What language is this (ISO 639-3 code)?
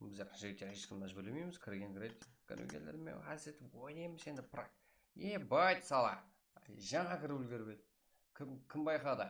kaa